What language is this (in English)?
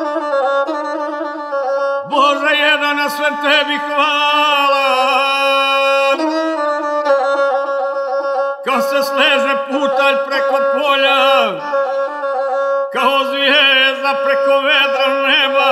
Croatian